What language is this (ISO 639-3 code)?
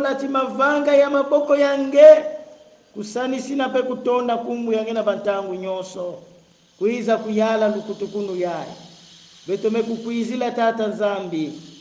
kon